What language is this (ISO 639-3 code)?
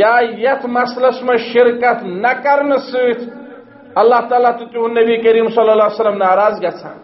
kas